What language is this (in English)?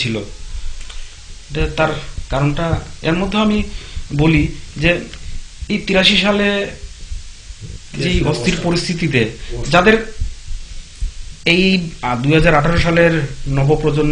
Bangla